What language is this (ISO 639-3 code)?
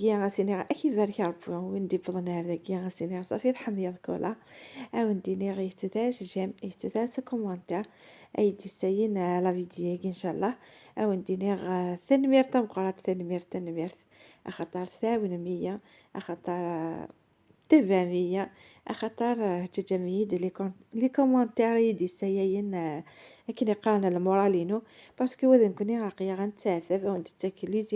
kab